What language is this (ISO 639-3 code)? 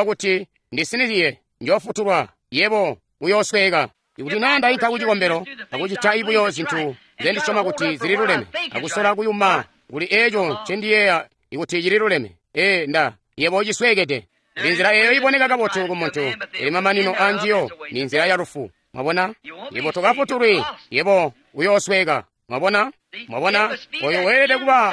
toi